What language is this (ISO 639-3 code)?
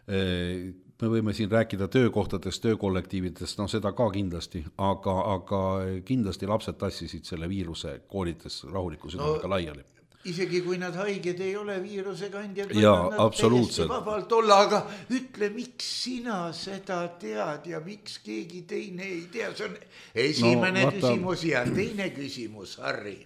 est